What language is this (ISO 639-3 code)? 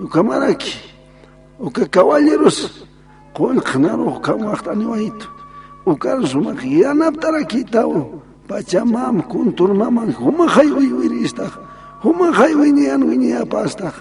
aym